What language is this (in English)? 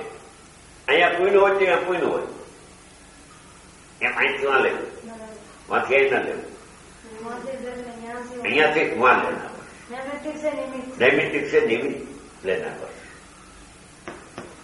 Gujarati